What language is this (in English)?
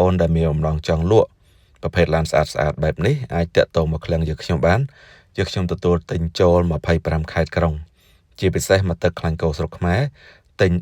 Khmer